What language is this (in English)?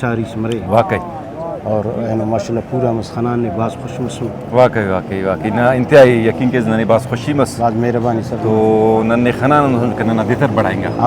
Brahui